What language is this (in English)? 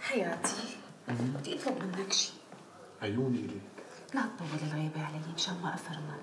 North Levantine Arabic